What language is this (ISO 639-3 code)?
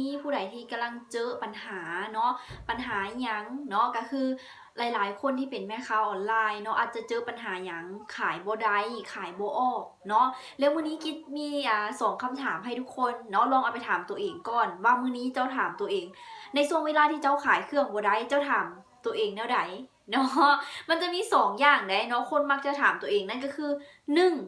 lao